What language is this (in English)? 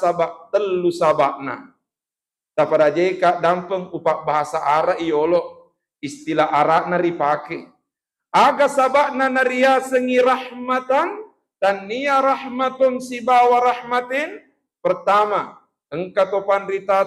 Buginese